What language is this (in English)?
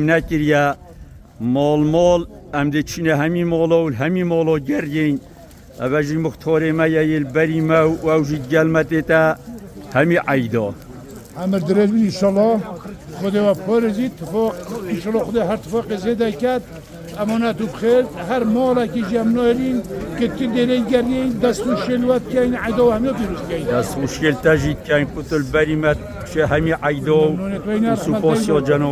Kurdish